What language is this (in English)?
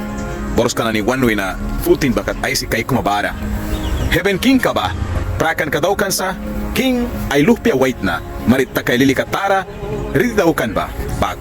Mískito